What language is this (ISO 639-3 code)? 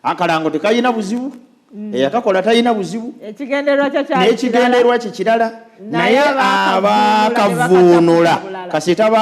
lug